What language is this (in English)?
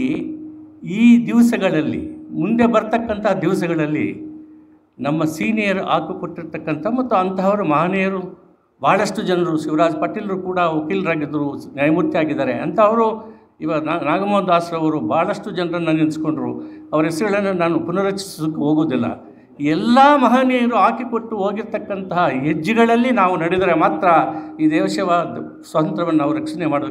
Kannada